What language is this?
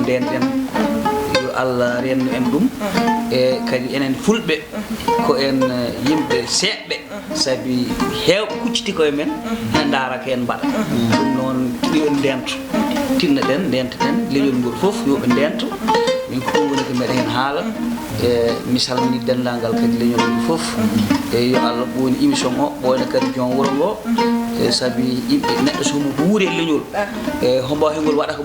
Fula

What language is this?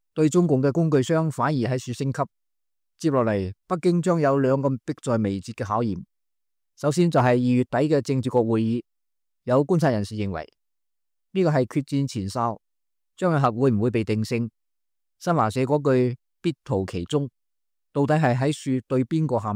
Cantonese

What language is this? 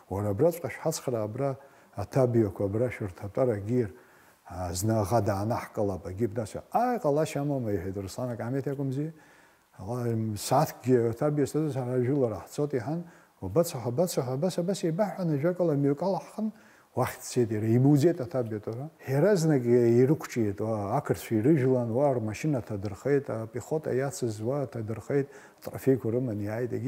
Abkhazian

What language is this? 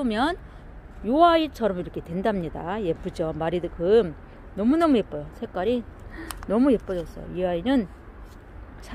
Korean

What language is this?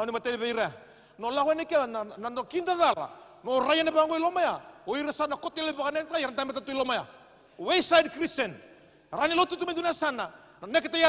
Fijian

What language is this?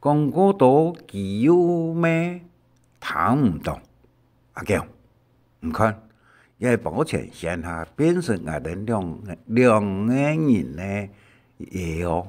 Hakka Chinese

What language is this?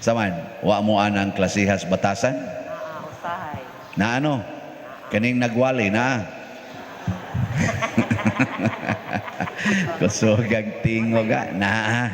Cebuano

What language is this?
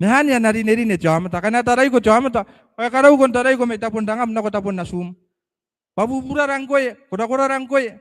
Gilbertese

